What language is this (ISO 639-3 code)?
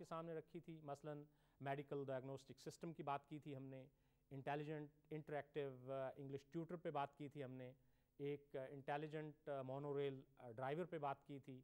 urd